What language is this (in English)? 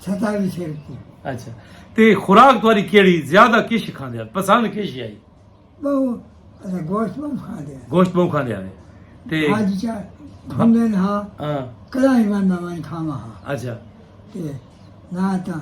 Saraiki